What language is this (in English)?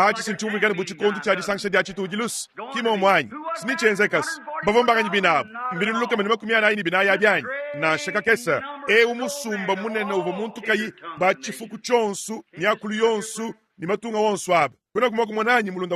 Luba-Lulua